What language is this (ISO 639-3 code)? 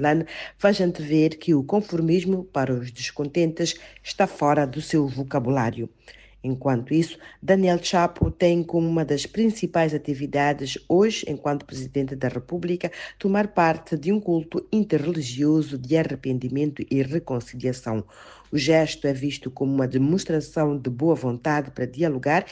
por